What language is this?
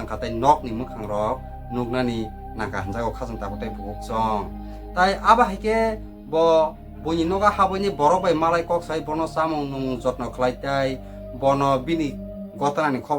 Kok Borok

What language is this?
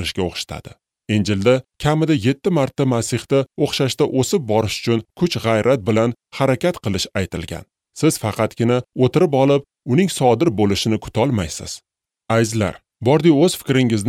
Uzbek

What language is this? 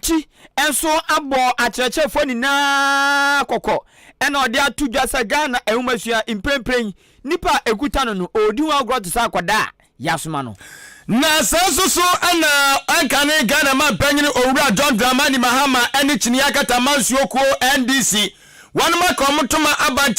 Akan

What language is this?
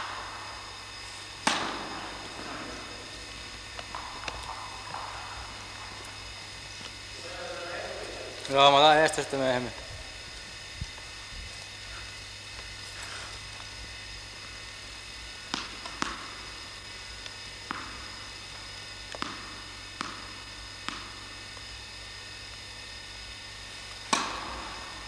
Finnish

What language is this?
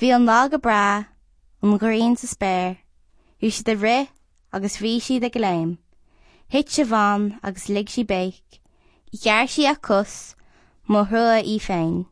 Irish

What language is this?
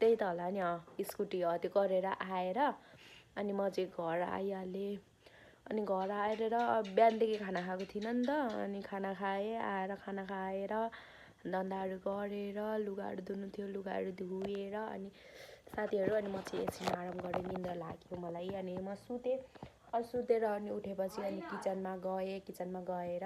Nepali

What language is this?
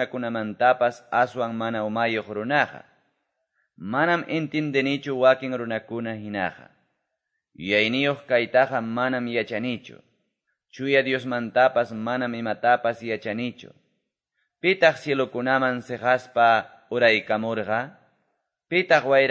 Quechua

